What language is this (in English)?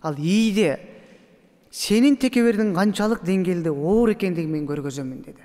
Kyrgyz